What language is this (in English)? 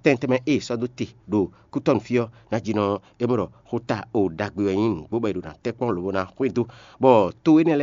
Fon